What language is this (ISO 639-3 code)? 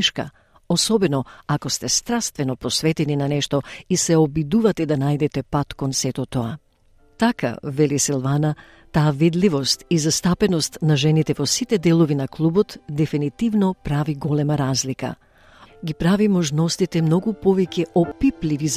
mkd